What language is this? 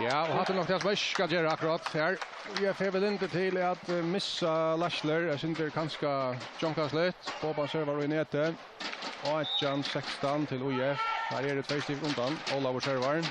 Faroese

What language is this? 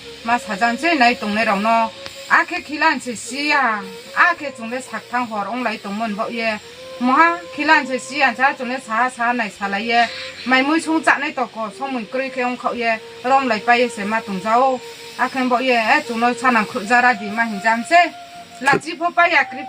Riang (India)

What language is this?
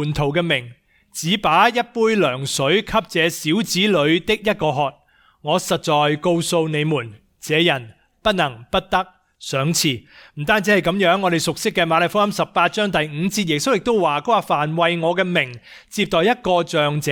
Cantonese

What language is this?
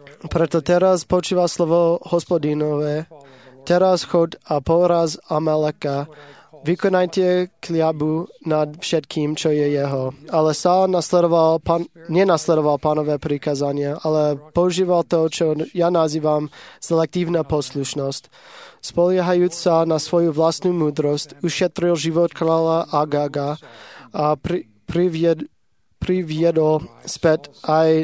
Slovak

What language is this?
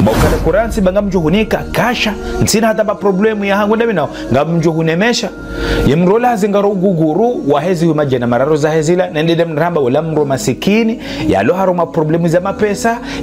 Ngazidja Comorian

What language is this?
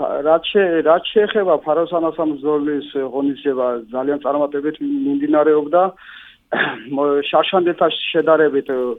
Georgian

